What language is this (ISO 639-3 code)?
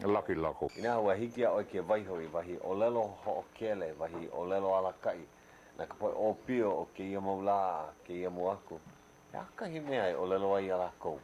haw